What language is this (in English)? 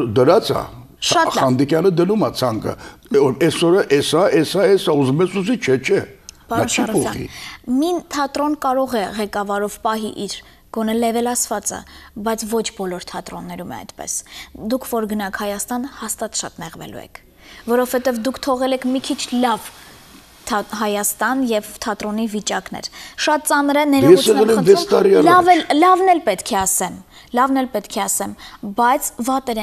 Armenian